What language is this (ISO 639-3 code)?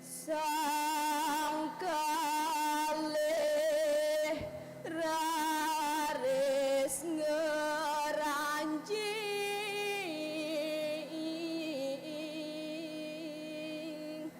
ban